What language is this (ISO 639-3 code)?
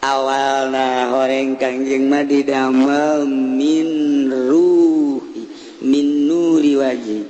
sun